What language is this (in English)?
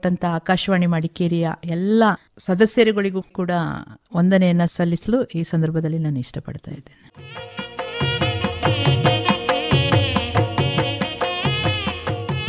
Kannada